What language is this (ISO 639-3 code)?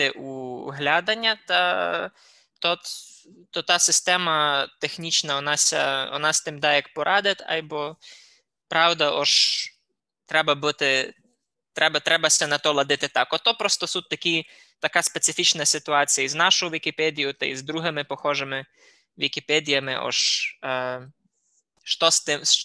rue